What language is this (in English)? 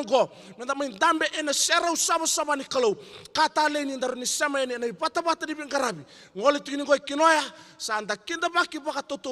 Fijian